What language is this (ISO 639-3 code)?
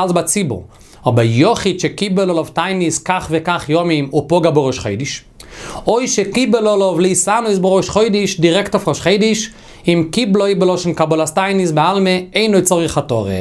yid